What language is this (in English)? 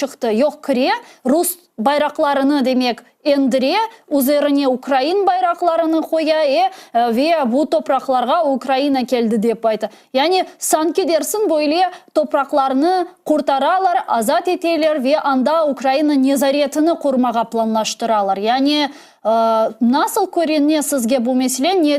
Crimean Tatar